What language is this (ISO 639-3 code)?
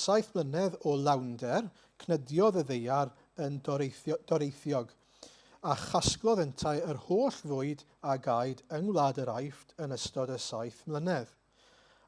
cym